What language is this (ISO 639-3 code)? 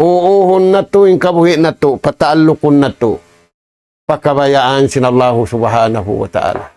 tsg